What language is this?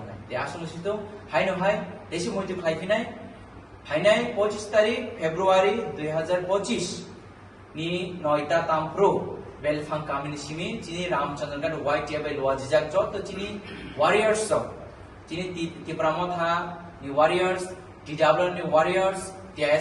Kok Borok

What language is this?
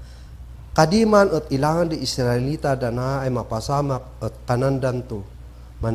Kankanaey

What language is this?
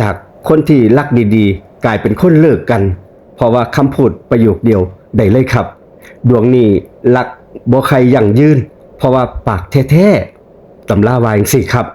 Northeastern Thai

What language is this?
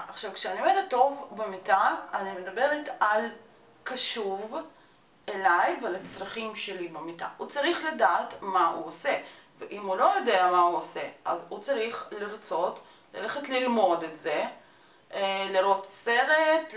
Hebrew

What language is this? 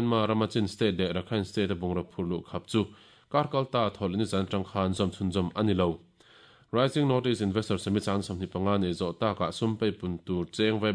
Mizo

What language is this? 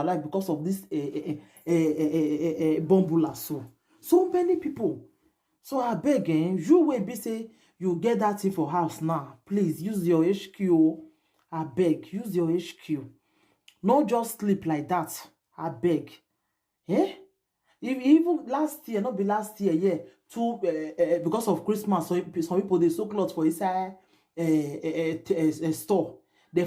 Nigerian Pidgin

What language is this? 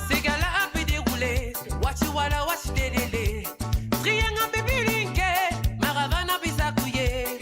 Morisyen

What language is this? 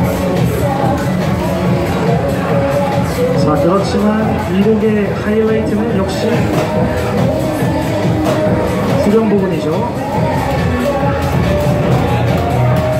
Korean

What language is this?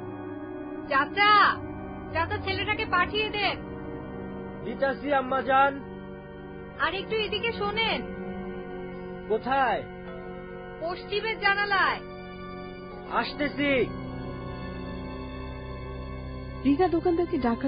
Bangla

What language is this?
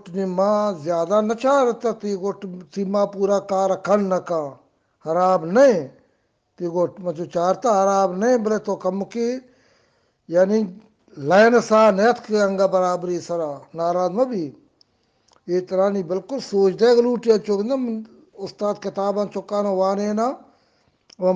Eastern Balochi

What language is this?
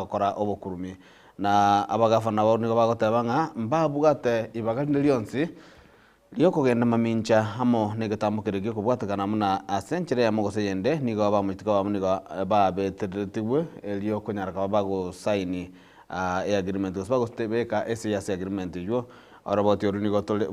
Gusii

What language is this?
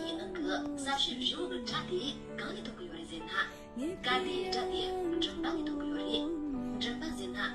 Tibetan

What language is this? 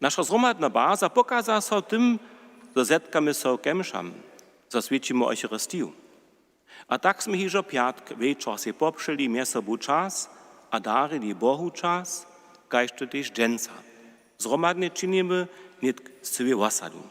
Upper Sorbian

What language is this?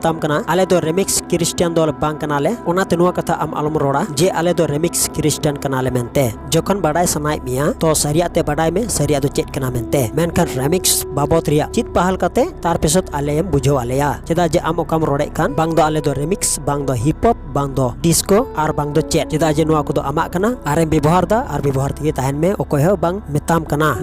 Santali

